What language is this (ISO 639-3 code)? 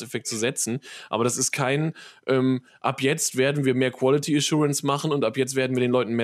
deu